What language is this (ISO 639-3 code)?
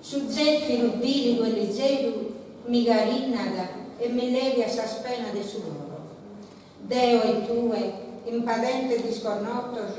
srd